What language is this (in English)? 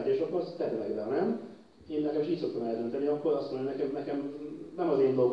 Hungarian